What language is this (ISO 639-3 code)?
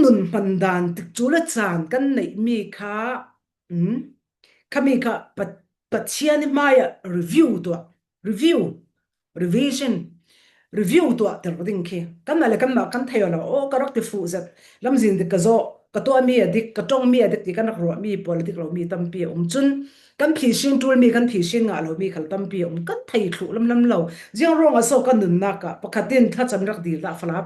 cfm